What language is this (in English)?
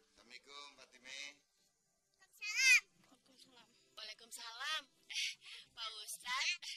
Betawi